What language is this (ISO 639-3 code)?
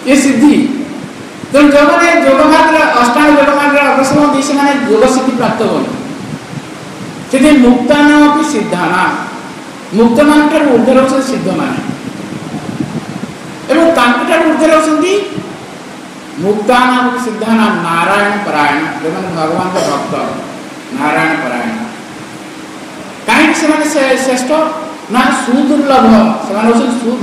ori